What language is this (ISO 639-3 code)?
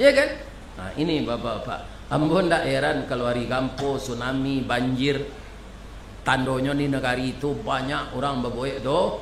min